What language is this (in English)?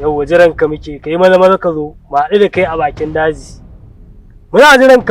Hausa